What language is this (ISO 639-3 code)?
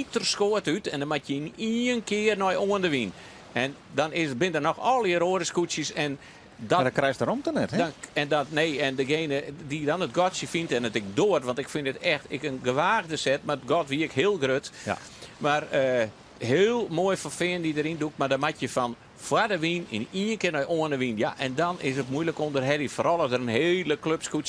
fry